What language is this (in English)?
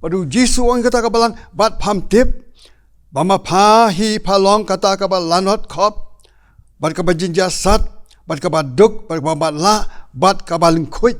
Khasi